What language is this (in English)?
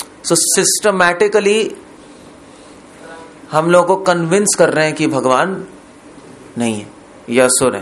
Hindi